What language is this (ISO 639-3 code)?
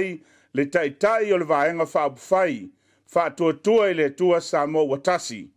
smo